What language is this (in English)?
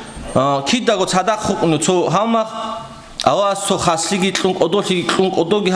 Avaric